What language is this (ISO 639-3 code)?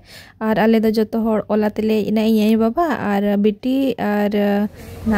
sat